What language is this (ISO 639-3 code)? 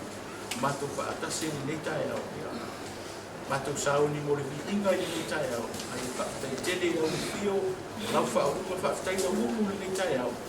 smo